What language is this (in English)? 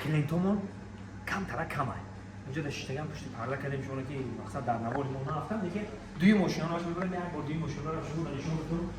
Tajik